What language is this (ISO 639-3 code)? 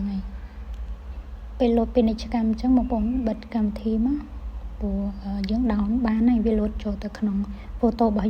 khm